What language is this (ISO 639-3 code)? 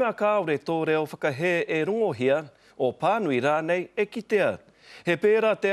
mri